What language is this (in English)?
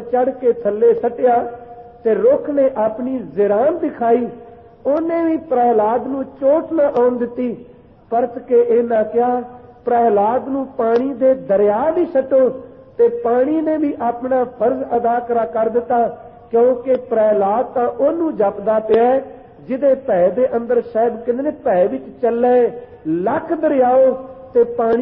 Punjabi